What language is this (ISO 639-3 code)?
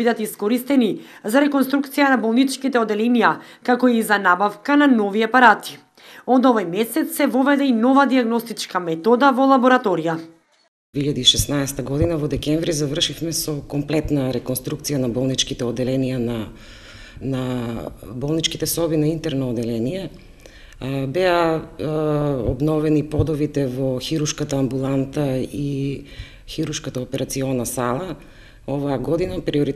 mkd